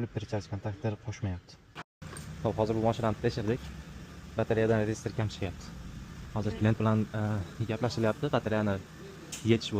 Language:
Uzbek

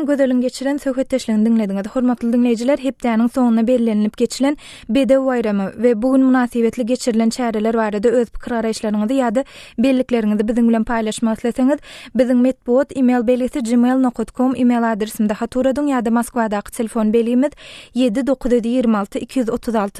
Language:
Turkmen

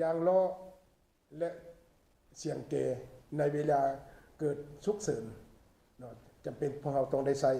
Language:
Lao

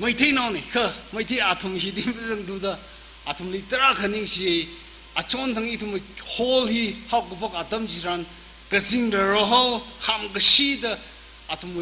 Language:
Tangkhul Naga (India)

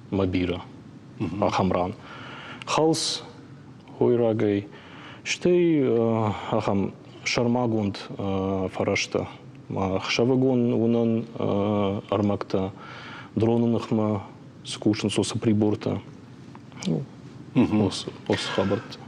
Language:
Ossetic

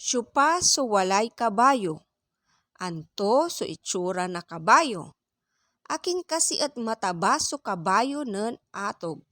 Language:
Pangasinan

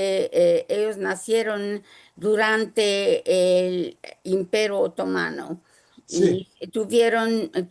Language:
Ladino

